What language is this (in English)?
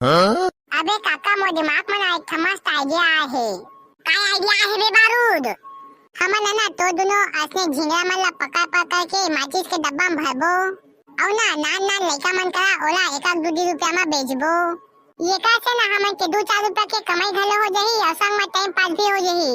Chhattisgarhi